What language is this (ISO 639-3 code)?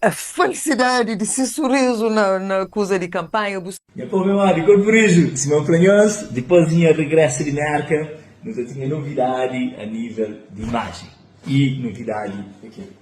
kea